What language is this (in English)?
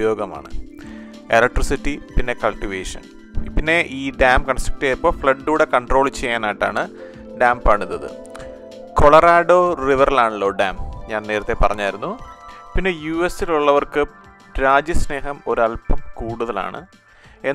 Malayalam